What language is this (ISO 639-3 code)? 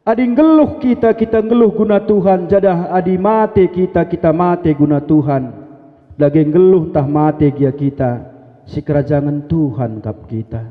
btx